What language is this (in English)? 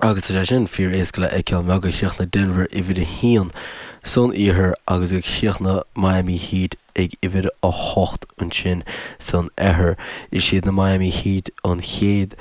Irish